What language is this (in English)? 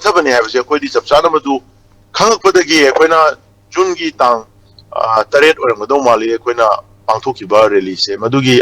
Manipuri